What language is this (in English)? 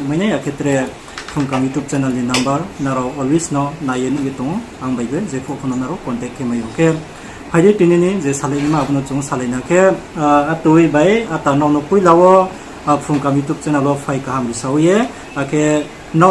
Riang (India)